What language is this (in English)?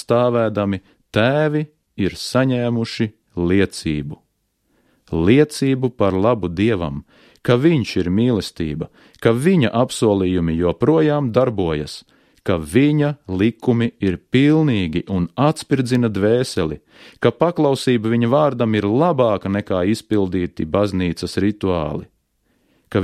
Latvian